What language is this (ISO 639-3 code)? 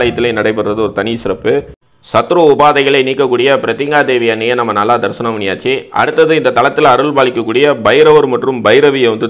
tam